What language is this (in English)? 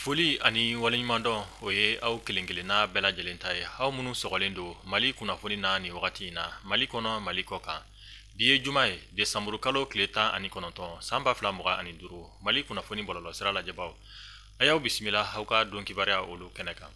Bambara